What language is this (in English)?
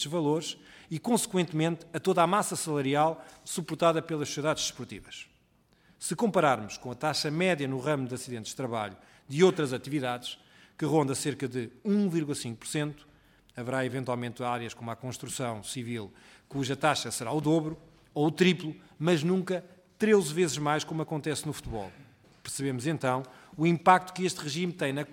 Portuguese